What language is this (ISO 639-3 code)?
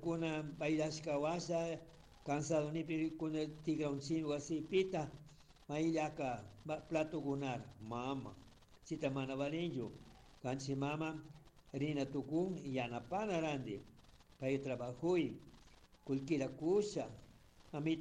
qug